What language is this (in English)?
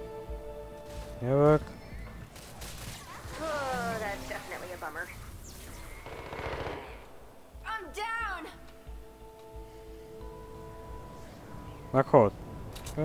Hungarian